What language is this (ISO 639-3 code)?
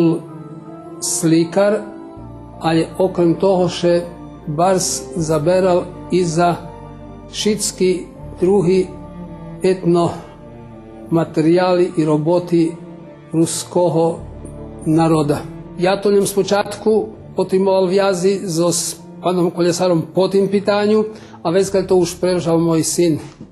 rue